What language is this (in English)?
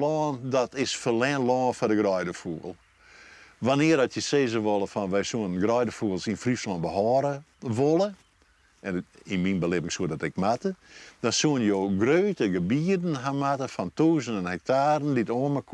Western Frisian